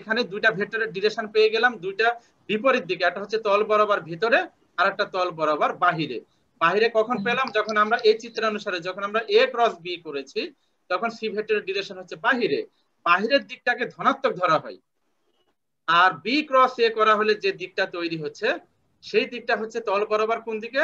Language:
Bangla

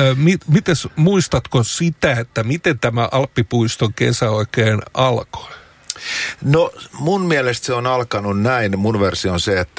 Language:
Finnish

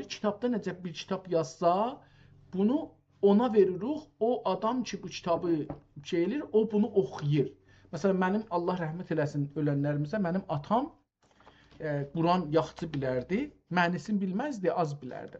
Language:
South Azerbaijani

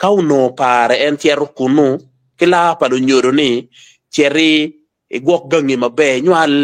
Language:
Acoli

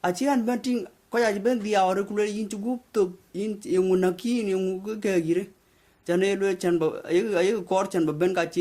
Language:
Dinka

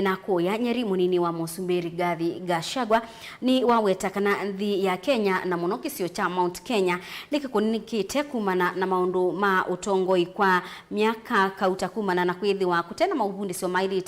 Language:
Kamba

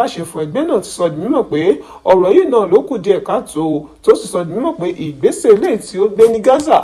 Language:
Yoruba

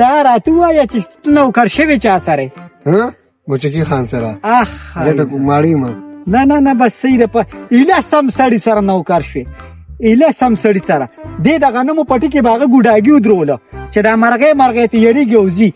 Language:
Pashto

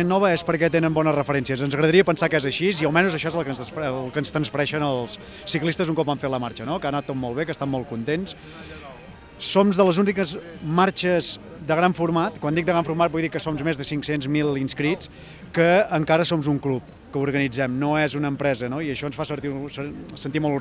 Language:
Catalan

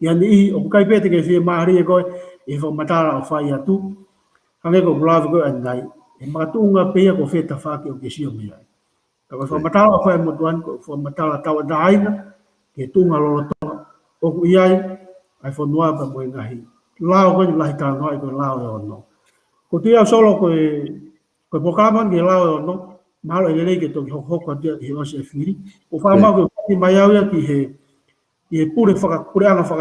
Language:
Tongan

